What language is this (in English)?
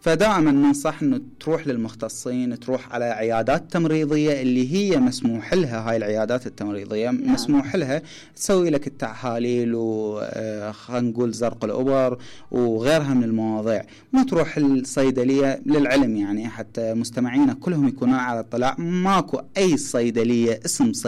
Mesopotamian Arabic